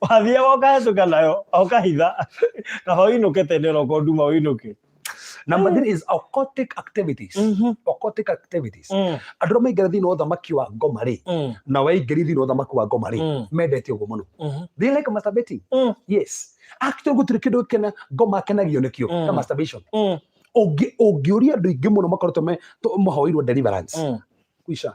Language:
Kikuyu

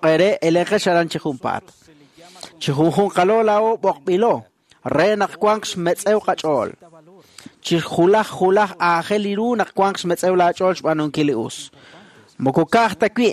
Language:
Kekchí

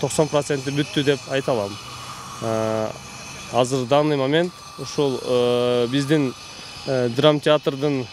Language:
Kyrgyz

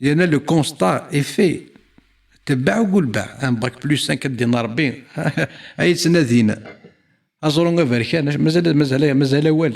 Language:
Kabyle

